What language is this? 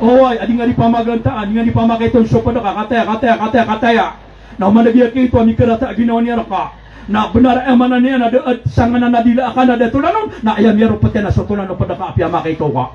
Maranao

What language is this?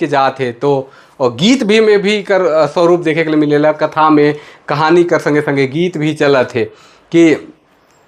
Sadri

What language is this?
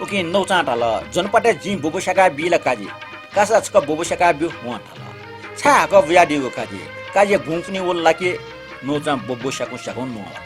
Newari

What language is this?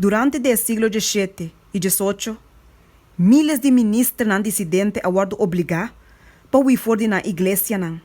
Papiamento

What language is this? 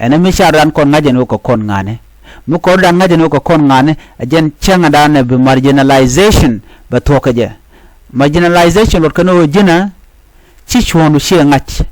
Nuer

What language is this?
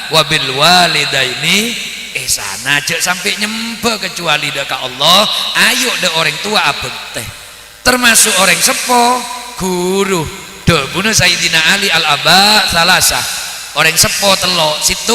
Madurese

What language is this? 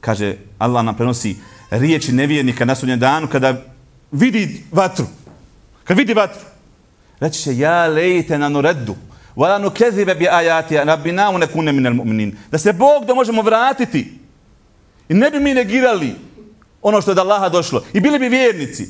Bosnian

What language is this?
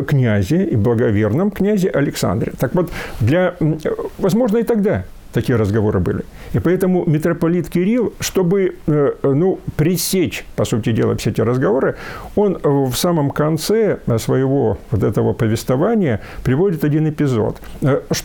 Russian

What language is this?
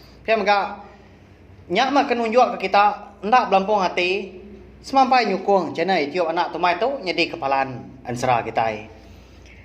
Iban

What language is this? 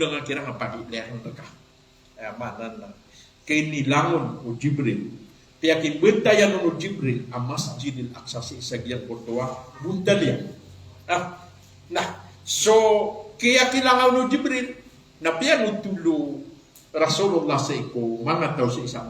Maranao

